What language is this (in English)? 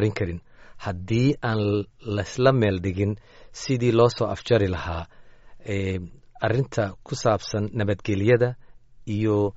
Somali